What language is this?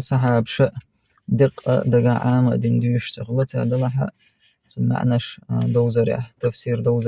Chechen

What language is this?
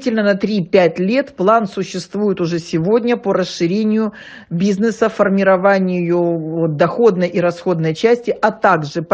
Russian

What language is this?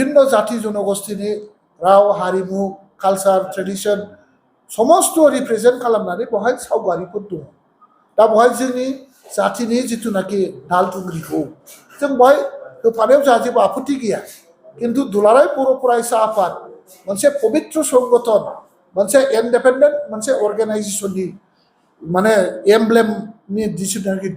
Bodo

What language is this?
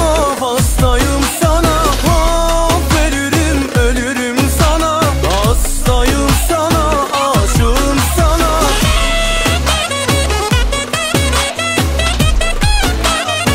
Turkish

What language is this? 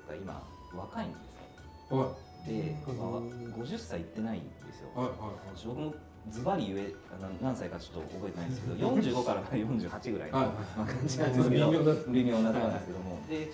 Japanese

